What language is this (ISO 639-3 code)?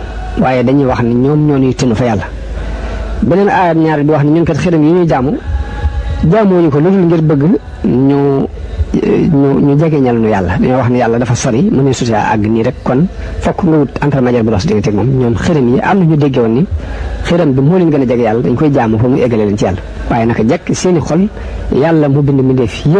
wol